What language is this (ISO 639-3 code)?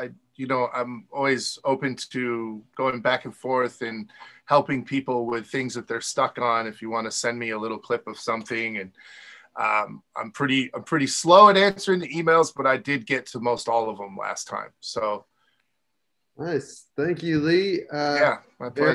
eng